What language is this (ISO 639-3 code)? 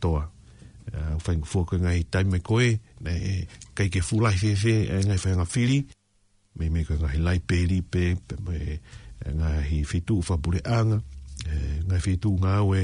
ton